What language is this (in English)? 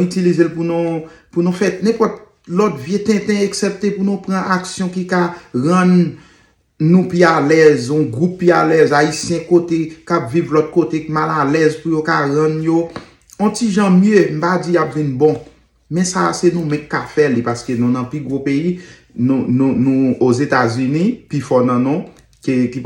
Haitian Creole